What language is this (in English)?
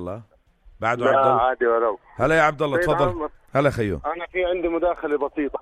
North Levantine Arabic